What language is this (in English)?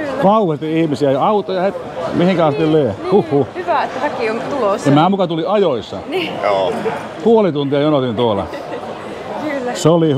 Finnish